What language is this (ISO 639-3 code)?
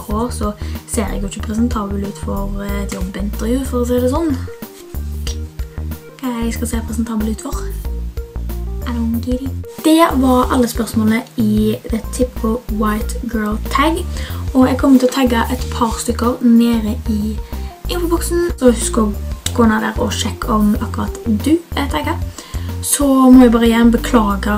nor